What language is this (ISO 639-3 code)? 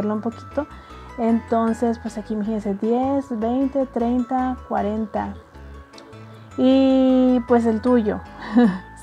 spa